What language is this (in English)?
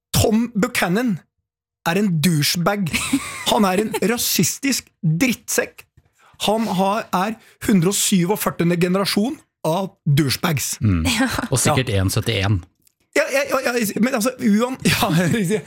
Norwegian